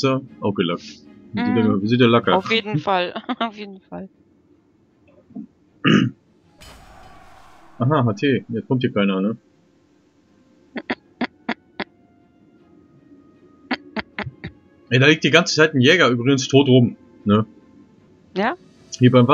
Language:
German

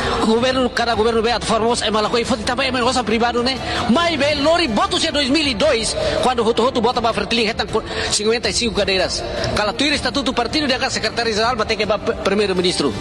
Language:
Tetum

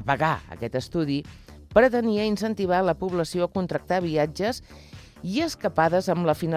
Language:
Catalan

